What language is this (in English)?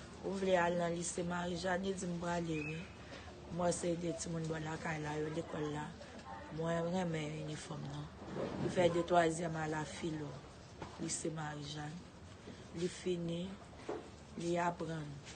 Haitian Creole